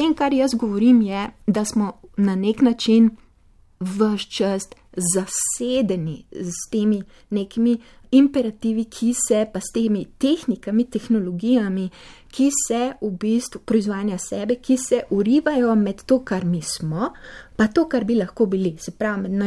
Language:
Slovenian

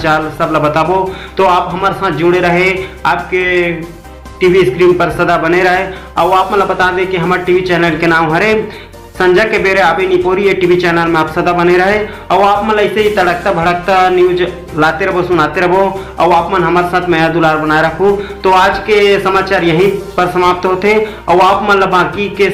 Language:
Chhattisgarhi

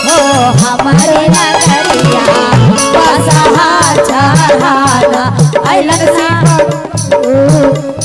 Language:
Magahi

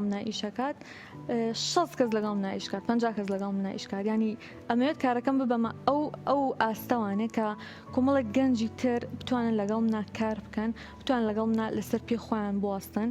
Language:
Central Kurdish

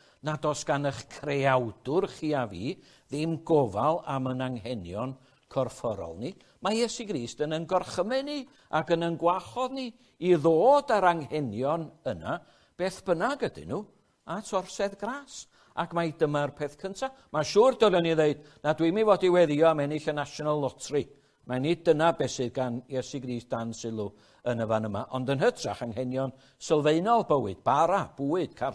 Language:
Welsh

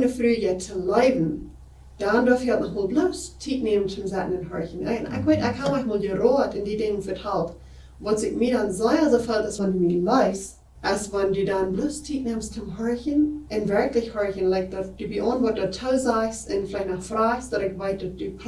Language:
Plautdietsch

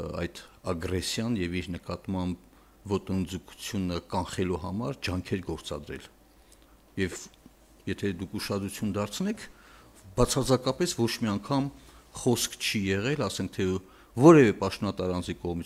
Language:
Armenian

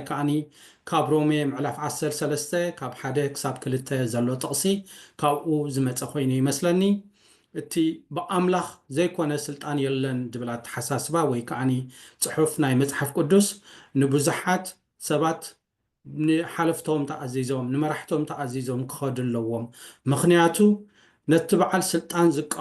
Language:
Tigrinya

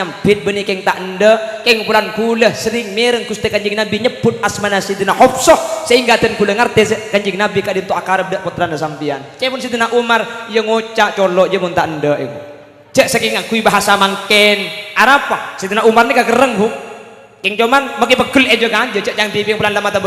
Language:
Madurese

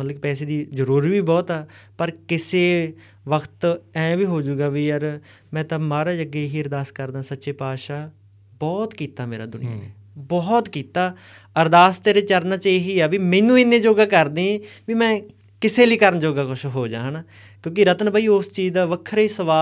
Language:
Punjabi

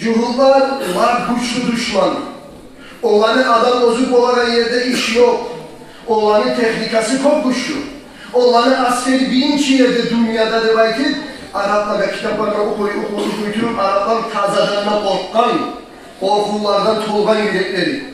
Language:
Kumyk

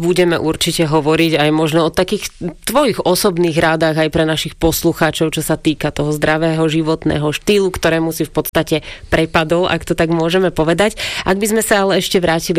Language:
Slovak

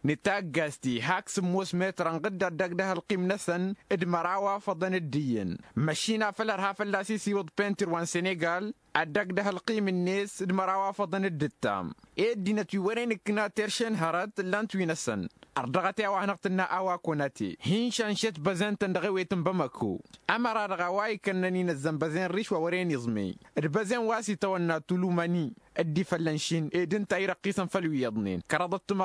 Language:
Tamasheq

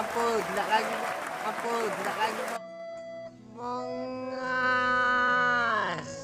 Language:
Musi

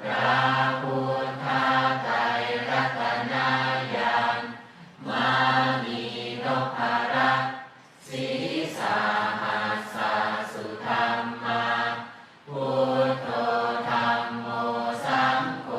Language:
Pali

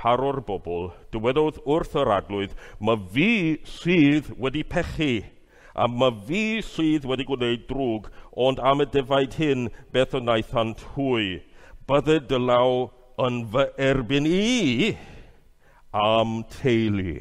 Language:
Welsh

